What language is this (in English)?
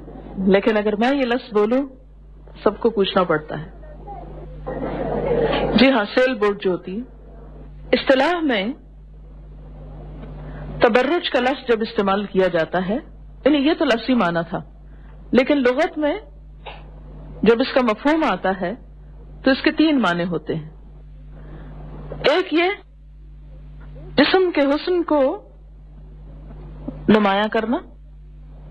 Urdu